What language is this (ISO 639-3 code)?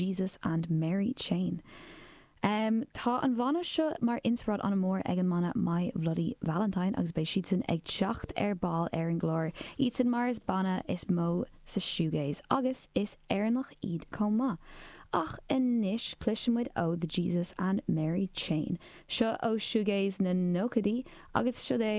gle